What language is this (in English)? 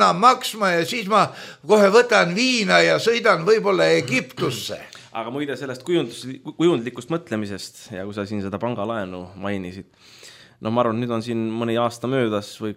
Estonian